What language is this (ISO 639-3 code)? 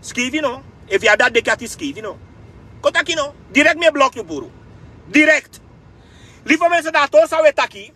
srn